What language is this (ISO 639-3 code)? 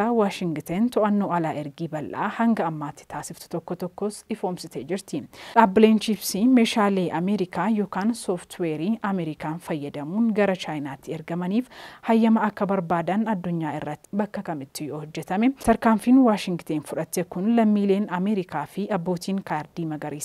orm